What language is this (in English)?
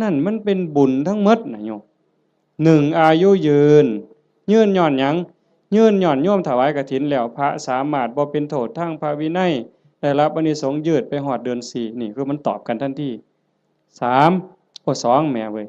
Lao